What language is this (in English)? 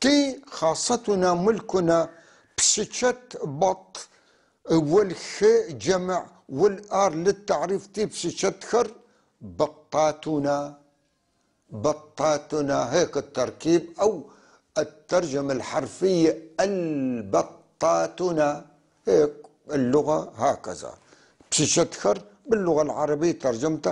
North Levantine Arabic